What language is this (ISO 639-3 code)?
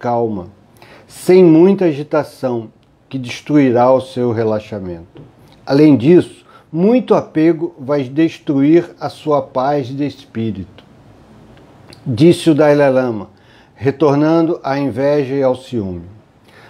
por